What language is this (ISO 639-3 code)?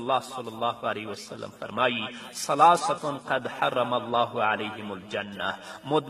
pus